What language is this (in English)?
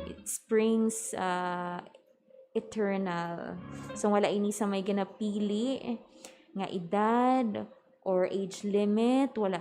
Hiligaynon